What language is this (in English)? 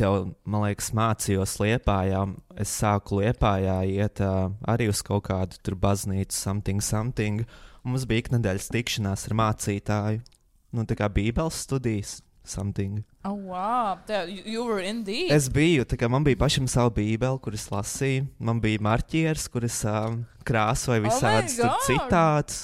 Latvian